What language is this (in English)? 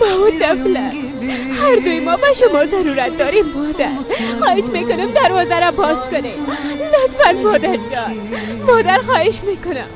Persian